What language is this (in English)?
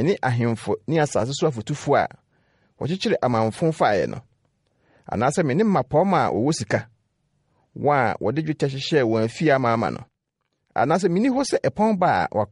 Akan